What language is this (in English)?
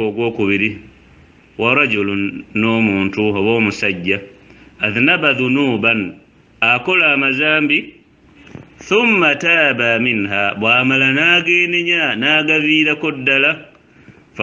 Ganda